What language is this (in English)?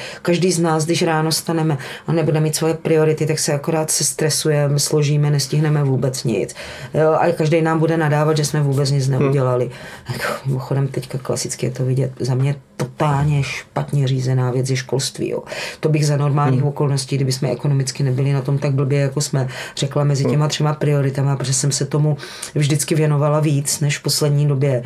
Czech